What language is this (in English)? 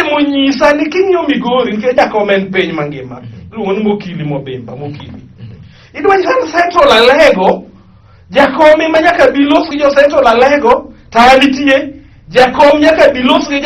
Luo (Kenya and Tanzania)